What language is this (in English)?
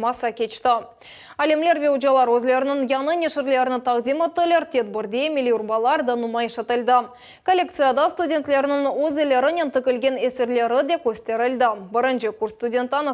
Crimean Tatar